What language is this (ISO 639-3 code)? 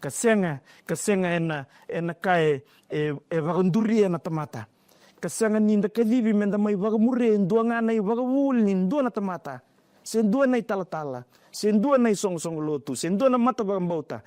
fij